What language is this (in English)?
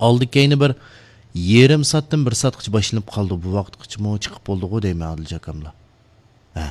Uyghur